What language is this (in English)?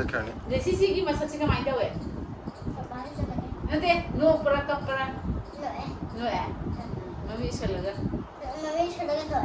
Manipuri